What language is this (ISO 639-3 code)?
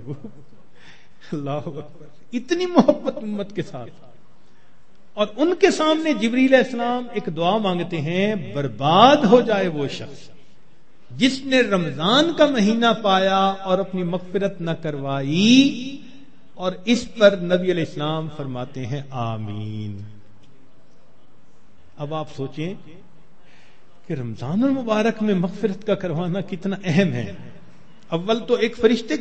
urd